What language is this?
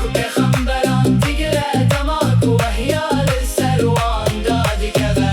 Kurdish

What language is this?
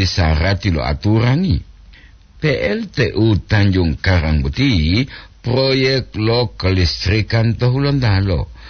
Gorontalo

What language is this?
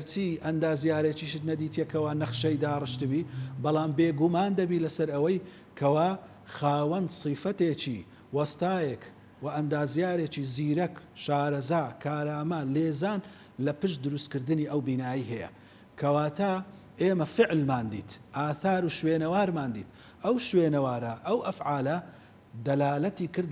Central Kurdish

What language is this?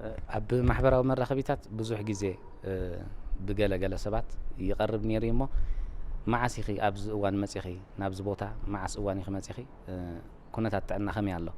Tigrinya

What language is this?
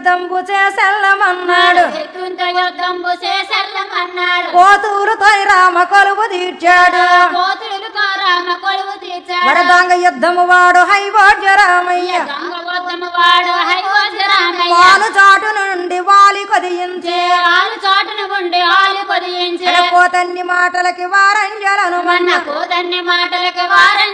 Telugu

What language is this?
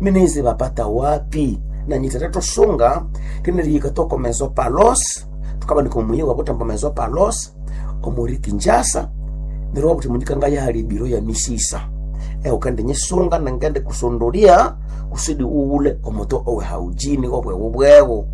Nande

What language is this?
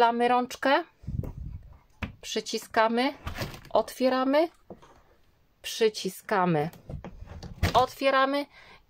Polish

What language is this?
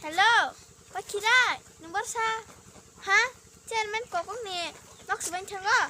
Kok Borok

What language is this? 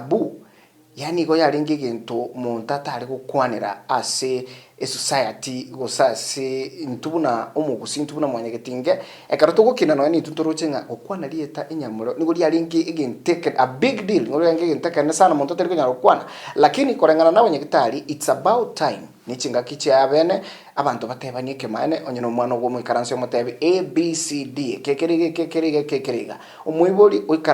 Gusii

